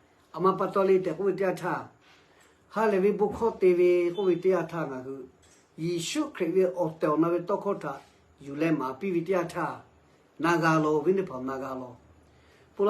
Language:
Lahu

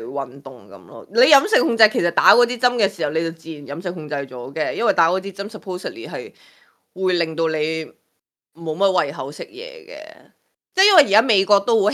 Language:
Cantonese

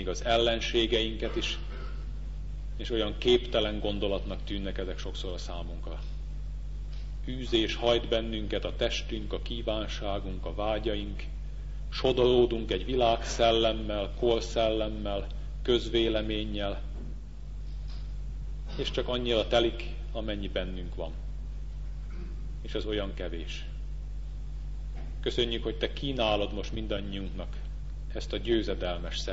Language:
Hungarian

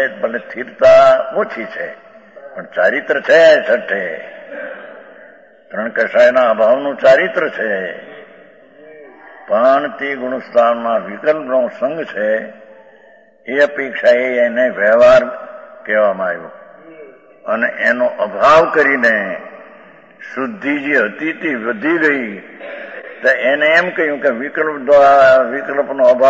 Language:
Gujarati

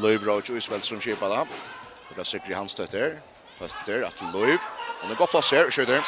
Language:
Faroese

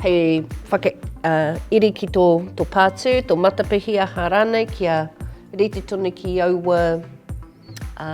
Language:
Māori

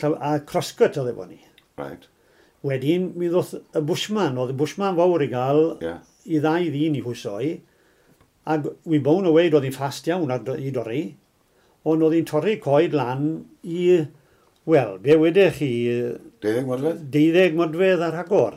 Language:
Welsh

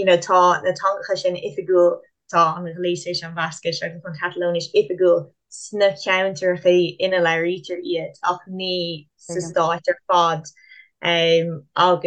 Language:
Irish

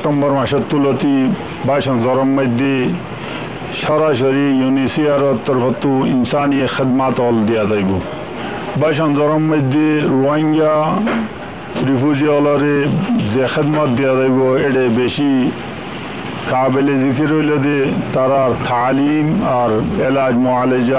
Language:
Rohingya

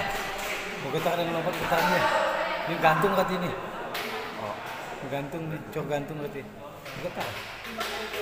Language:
Indonesian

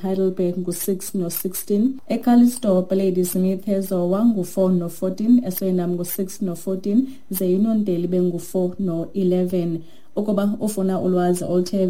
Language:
Xhosa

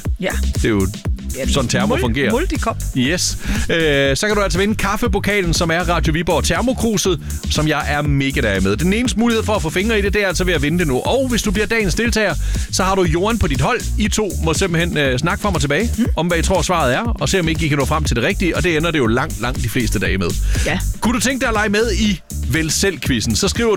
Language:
Danish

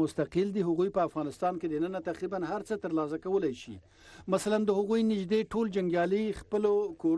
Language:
Pashto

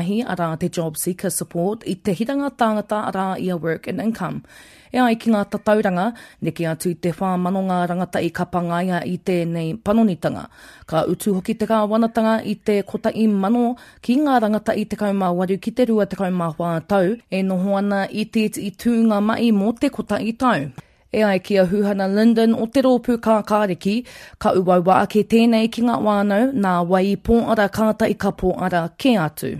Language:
Māori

